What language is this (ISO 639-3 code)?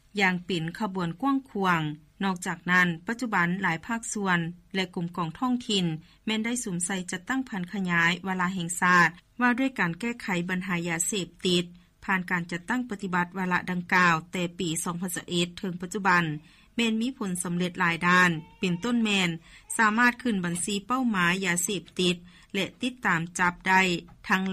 lao